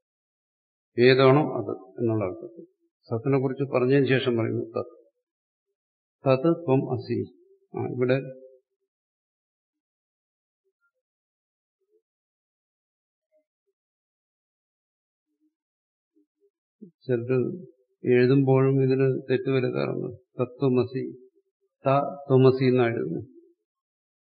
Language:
Malayalam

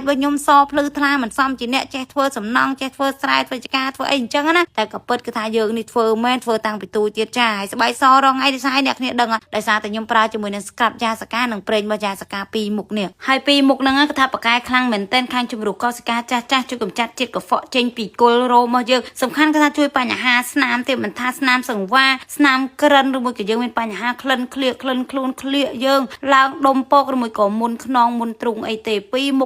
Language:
Khmer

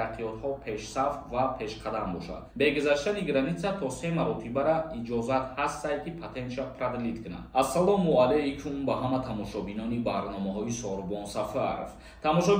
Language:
Tajik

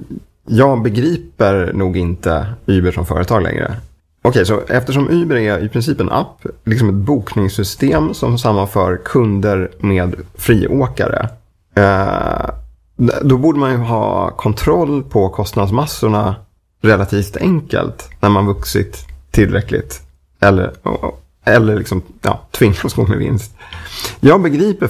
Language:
Swedish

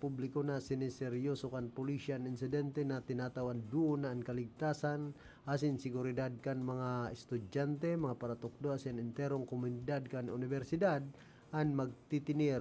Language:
Bikol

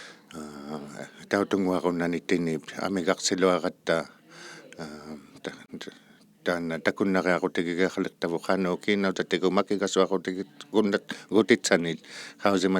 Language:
Inuktitut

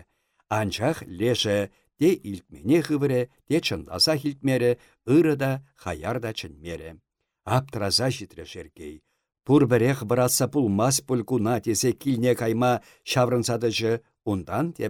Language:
Chuvash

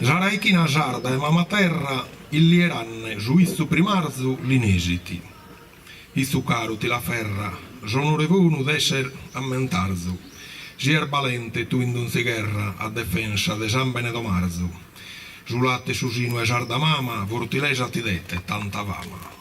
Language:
Sardinian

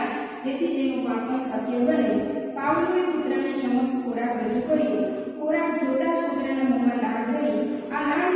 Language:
Gujarati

